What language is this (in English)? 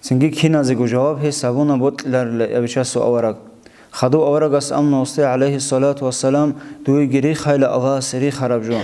Avaric